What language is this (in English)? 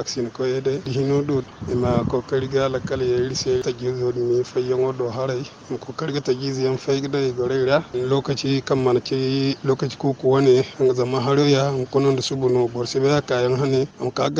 Zarma